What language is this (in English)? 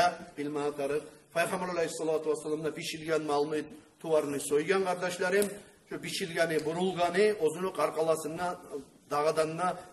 Kumyk